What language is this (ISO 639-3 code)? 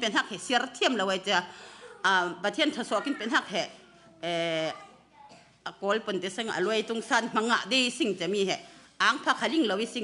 cfm